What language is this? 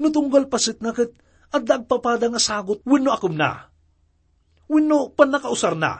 Iloko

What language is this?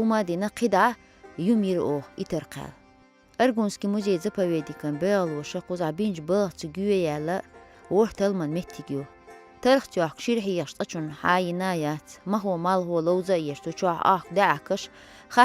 Chechen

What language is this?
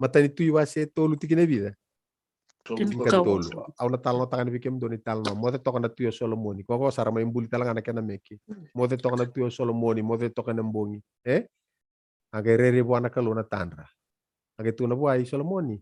Fijian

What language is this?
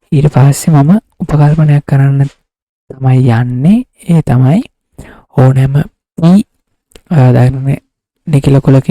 Sinhala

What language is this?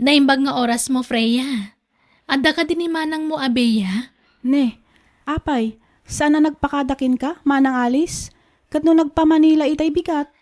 Iloko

